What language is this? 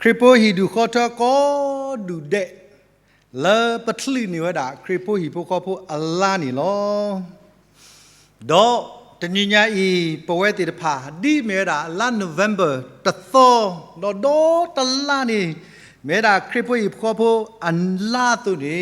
S'gaw Karen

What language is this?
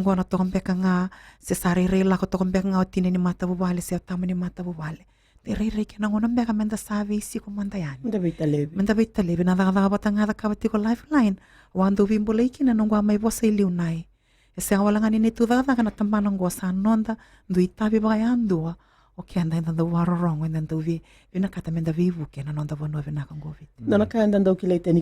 Fijian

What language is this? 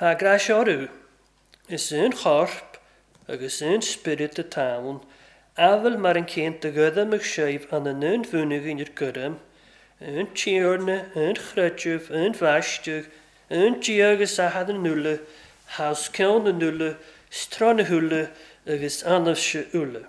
Welsh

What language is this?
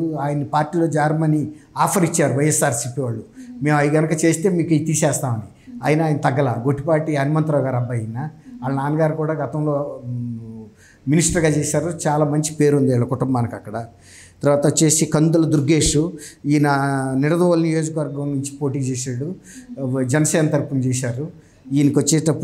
Telugu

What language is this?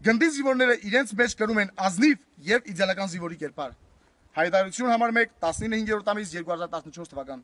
Armenian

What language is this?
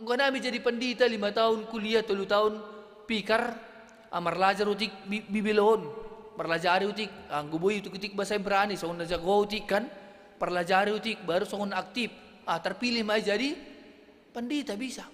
Batak Simalungun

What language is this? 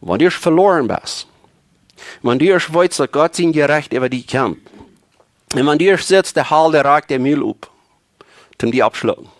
Plautdietsch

